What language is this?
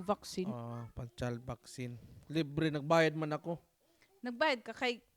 Waray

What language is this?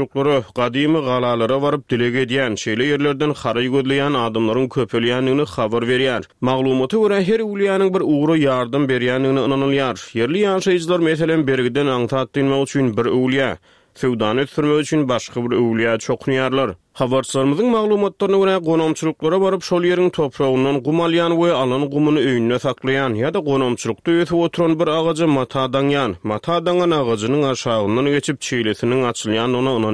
Turkmen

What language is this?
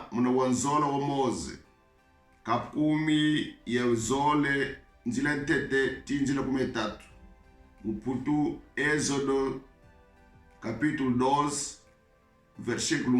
Kongo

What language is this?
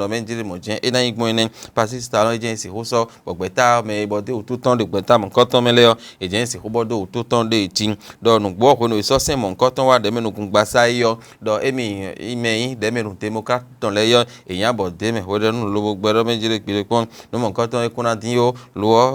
Fon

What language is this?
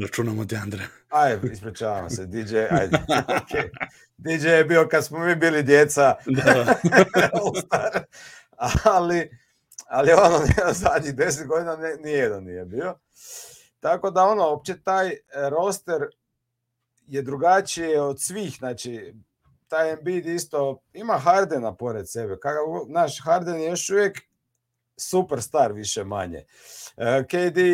Serbian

